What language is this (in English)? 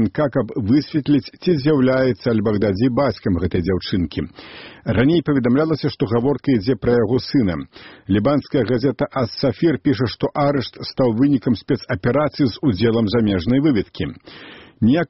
Belarusian